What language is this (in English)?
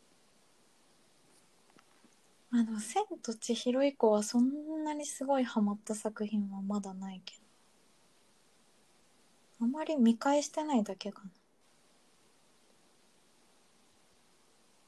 Japanese